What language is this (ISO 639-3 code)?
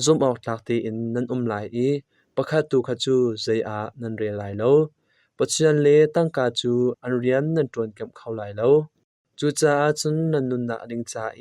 cnh